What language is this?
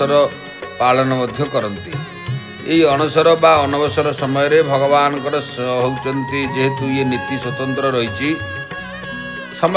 Odia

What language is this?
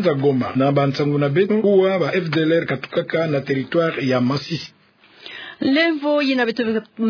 Kituba (Democratic Republic of Congo)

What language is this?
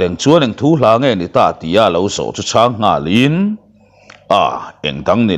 Mizo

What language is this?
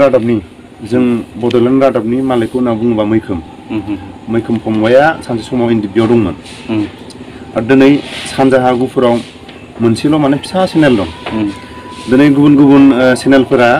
Bodo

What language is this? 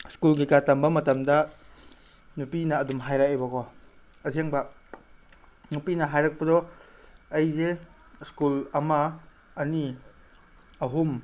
Manipuri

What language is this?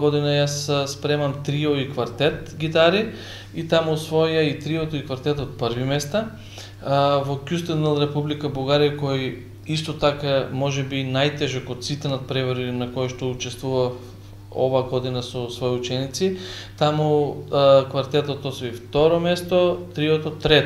Macedonian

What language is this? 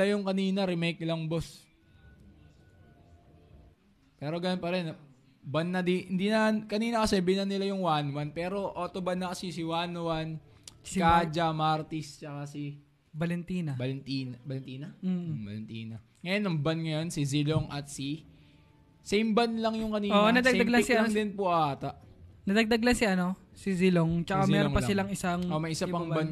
Filipino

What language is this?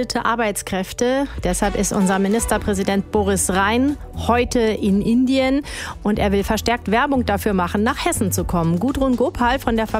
German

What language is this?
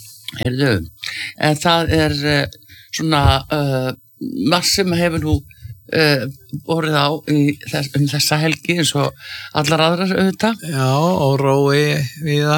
Icelandic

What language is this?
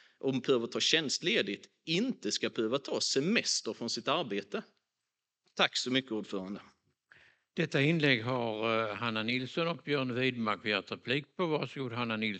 Swedish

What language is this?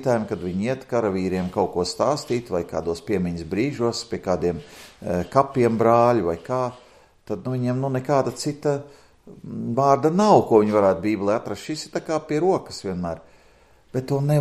Latvian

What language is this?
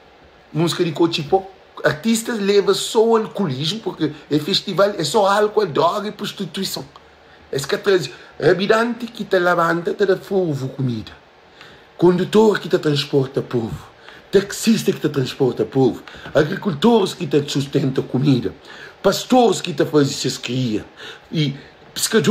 Kabuverdianu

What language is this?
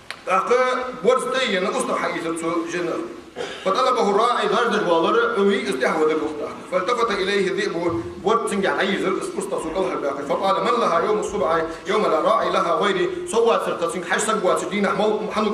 Ingush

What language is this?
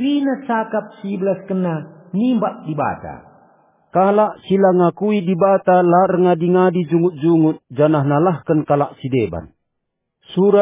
Batak Karo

